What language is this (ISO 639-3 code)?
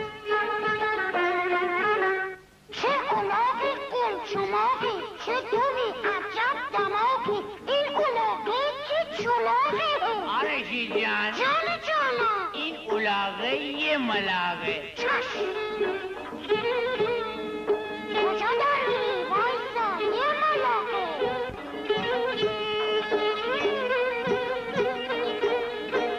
fas